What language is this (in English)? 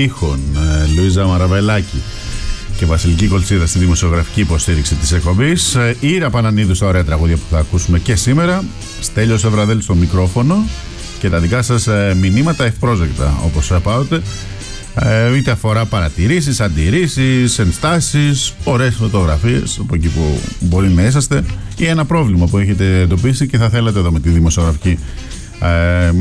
Greek